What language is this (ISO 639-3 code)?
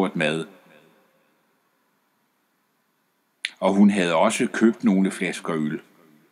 dan